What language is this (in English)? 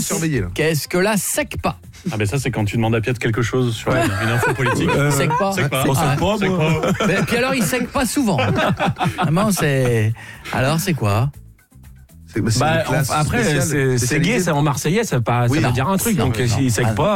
French